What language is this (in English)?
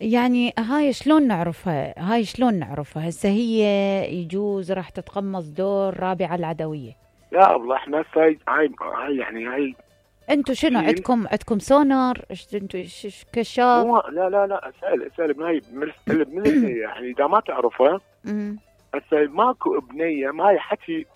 Mesopotamian Arabic